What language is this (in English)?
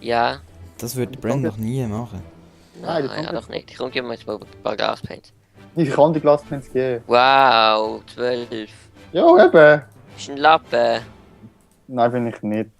Swiss German